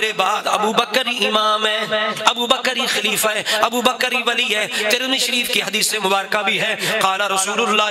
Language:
Urdu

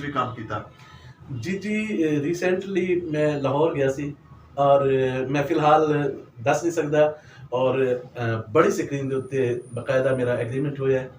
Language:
Saraiki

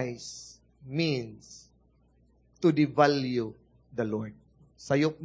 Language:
Cebuano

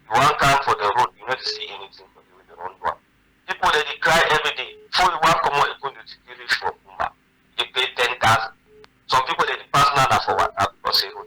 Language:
Cameroon Pidgin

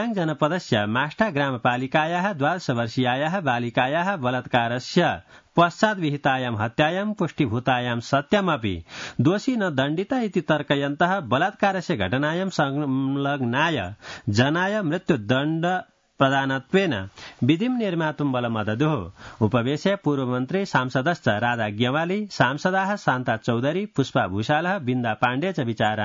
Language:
Sanskrit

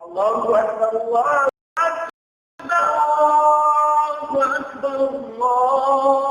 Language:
Tausug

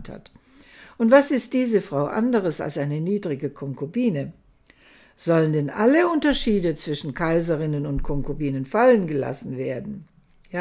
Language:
German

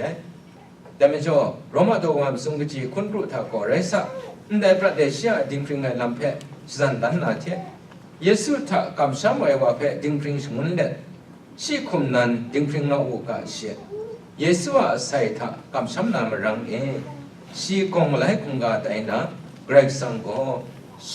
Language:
Kachin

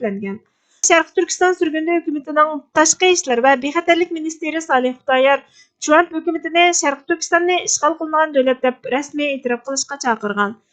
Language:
Uyghur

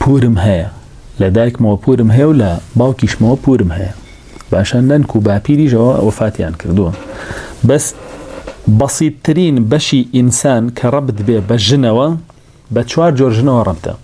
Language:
Central Kurdish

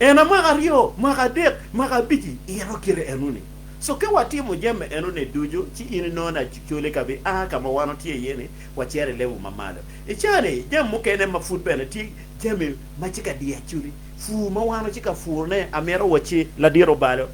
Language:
Acoli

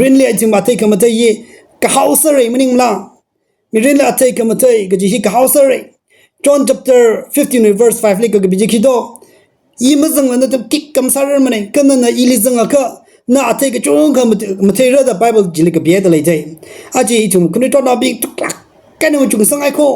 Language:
Tangkhul Naga (India)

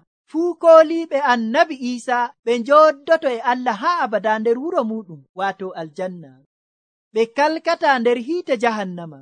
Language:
Nigerian Fulfulde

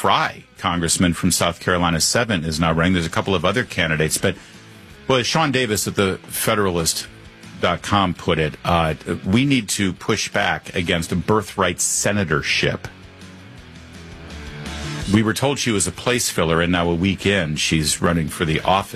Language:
English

